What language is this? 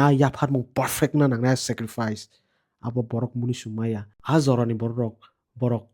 Kok Borok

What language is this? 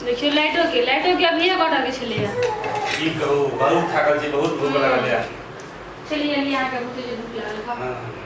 Maithili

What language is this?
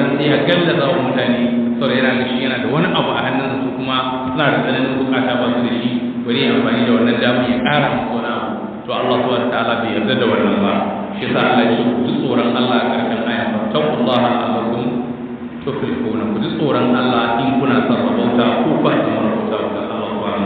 Hausa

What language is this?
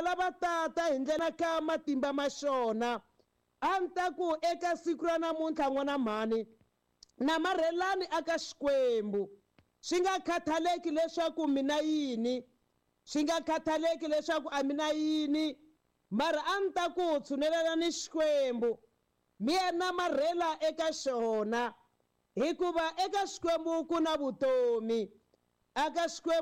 Tsonga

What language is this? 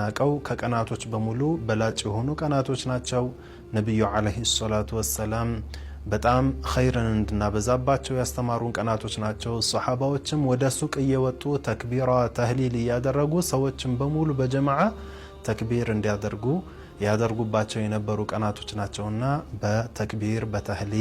Amharic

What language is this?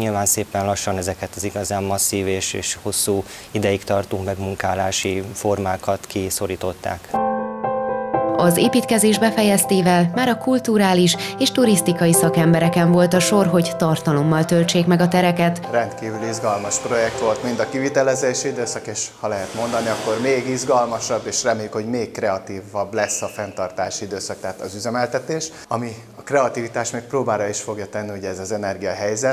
Hungarian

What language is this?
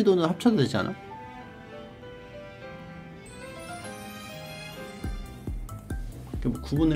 Korean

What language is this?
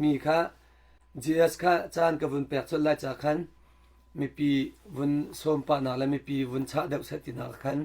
Hakha Chin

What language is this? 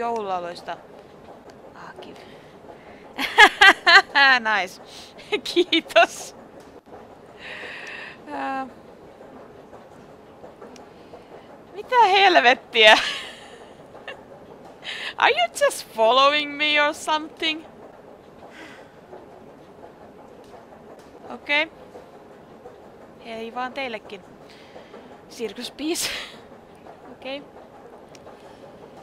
Finnish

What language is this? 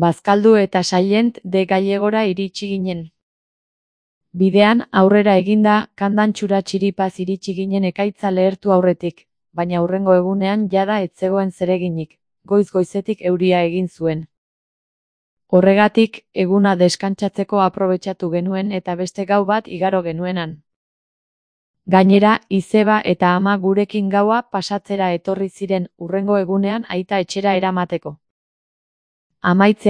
Basque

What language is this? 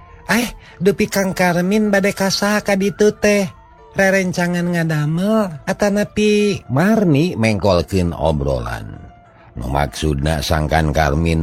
Sundanese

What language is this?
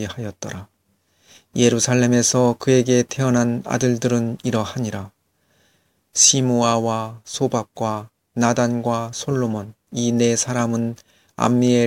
Korean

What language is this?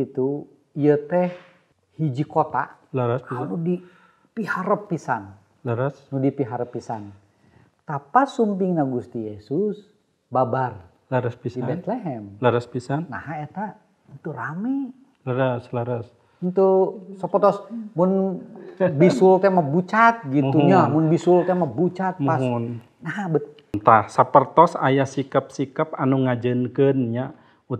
Sundanese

